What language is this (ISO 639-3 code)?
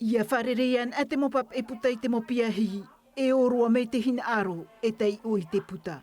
tah